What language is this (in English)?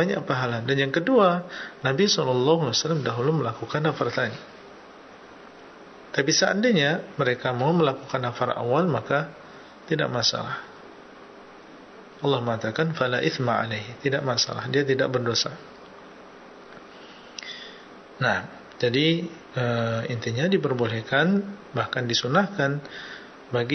Indonesian